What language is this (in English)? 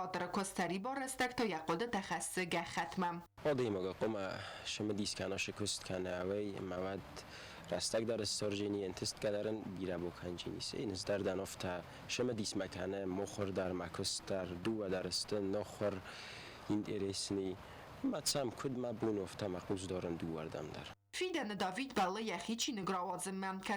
Ossetic